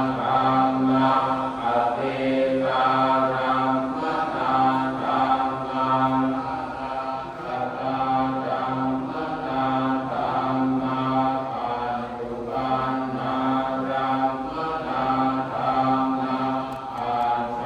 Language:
Pali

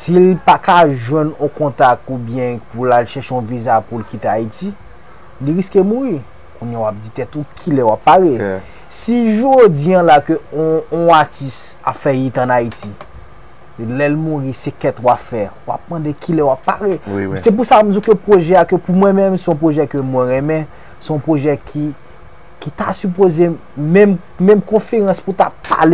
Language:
Haitian Creole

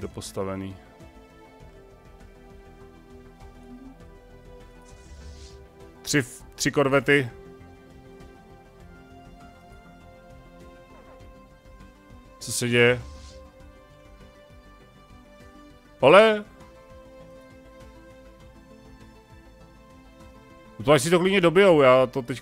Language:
Czech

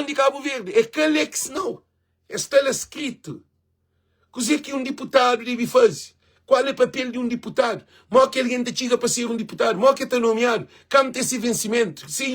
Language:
Kabuverdianu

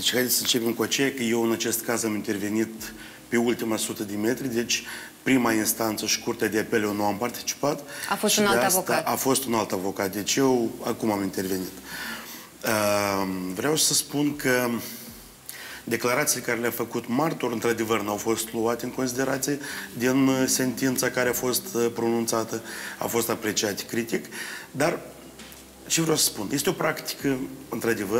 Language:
Romanian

